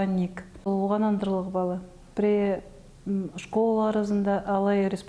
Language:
Khakas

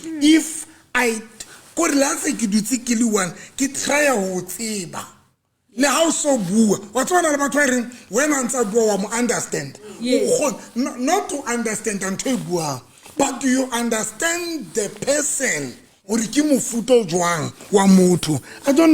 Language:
Southern Sotho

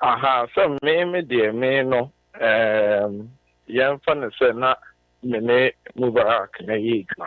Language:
Akan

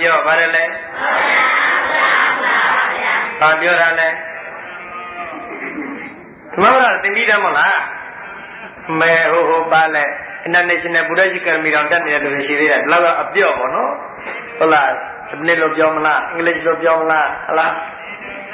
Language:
Burmese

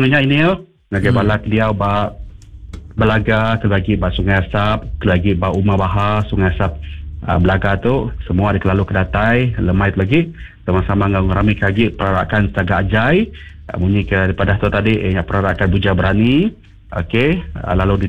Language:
Iban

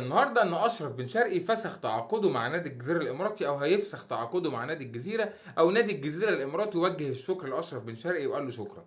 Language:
Egyptian Arabic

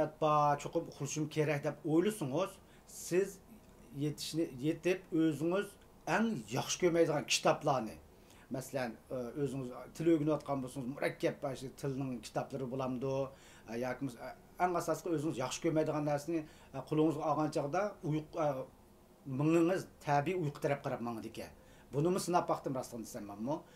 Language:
Uyghur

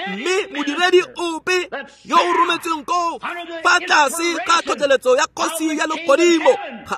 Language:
Tswana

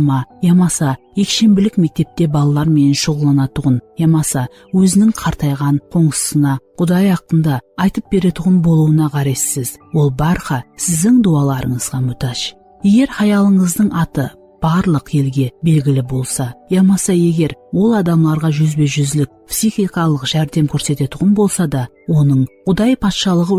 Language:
Kara-Kalpak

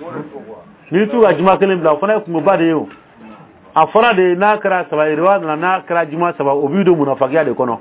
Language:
Dyula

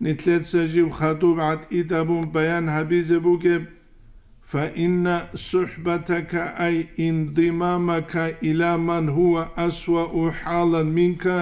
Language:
Avaric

